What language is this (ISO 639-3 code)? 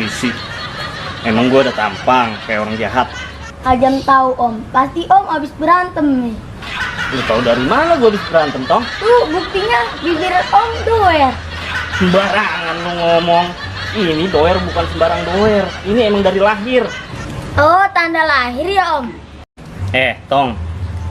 bew